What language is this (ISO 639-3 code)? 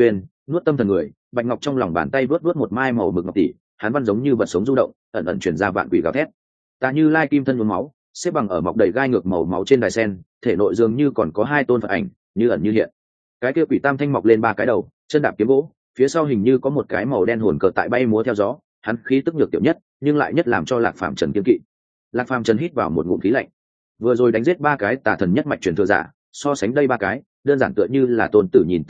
vie